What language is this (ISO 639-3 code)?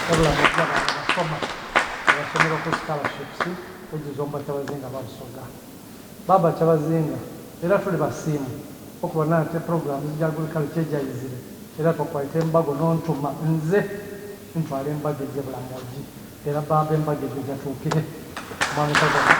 xog